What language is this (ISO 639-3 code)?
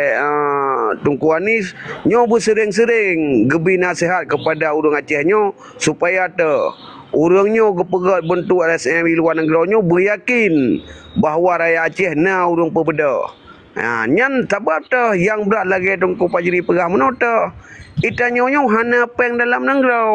ace